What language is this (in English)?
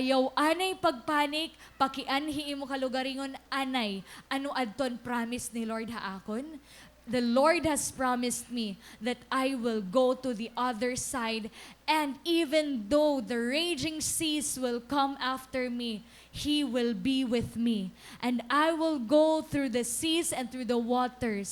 Waray